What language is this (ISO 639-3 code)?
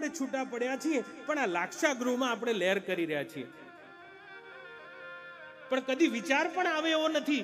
guj